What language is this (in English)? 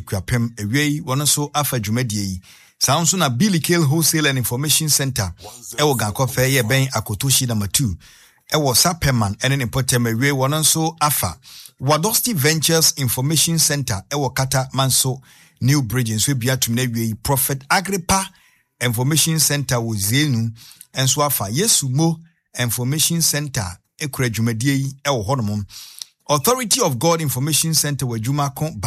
Akan